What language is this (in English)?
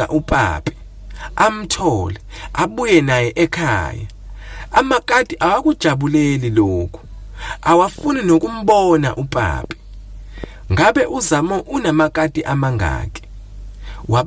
Zulu